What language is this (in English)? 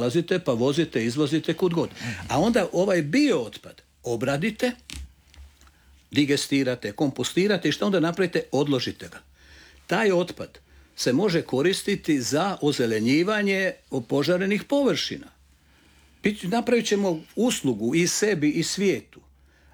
Croatian